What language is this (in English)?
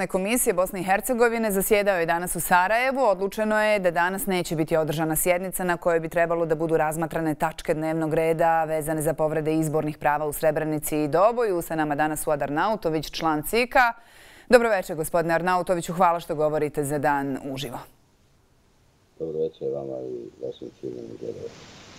Bosnian